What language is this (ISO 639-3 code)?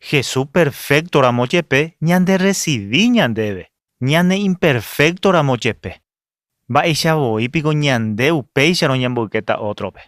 grn